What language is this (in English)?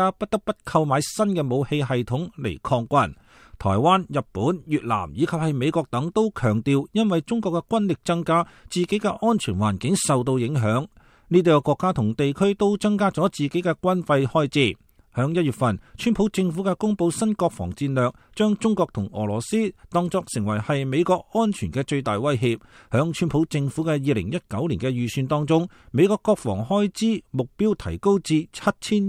Cantonese